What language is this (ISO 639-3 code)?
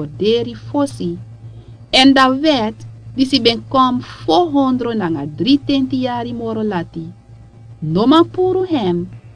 srn